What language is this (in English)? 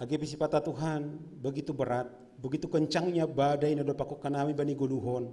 Batak Simalungun